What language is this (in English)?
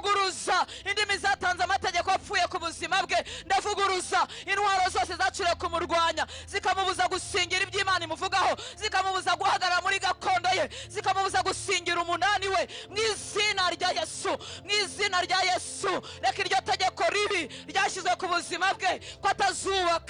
Kinyarwanda